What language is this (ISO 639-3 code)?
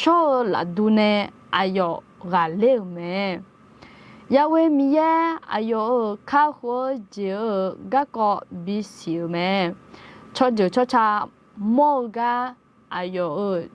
ahk